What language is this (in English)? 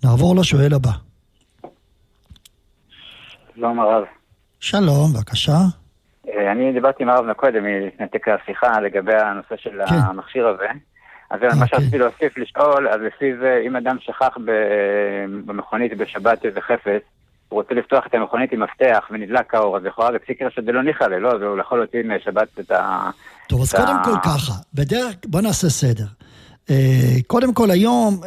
Hebrew